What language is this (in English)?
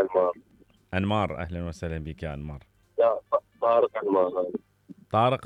Mesopotamian Arabic